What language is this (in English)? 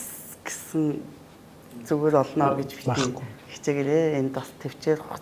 Mongolian